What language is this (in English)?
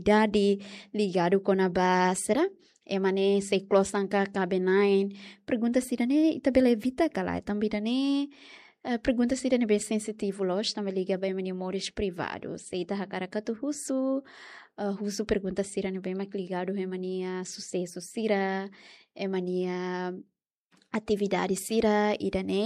Tetum